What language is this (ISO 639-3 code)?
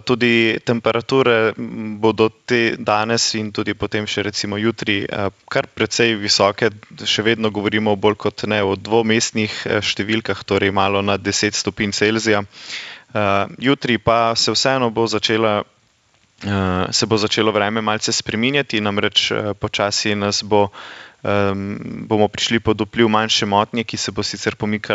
slv